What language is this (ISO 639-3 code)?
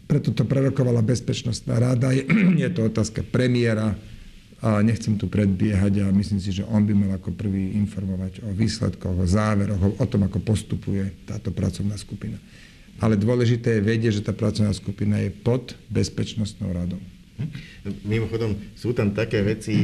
slk